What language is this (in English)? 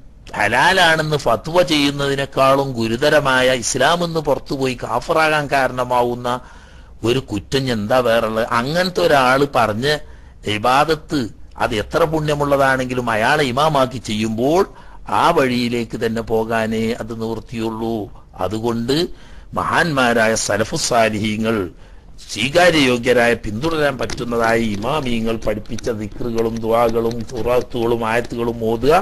Malayalam